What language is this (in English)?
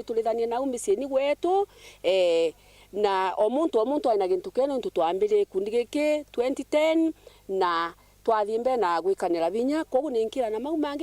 Meru